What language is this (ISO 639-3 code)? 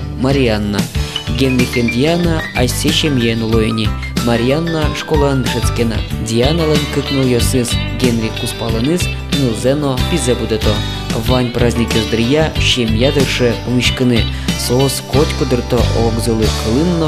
udm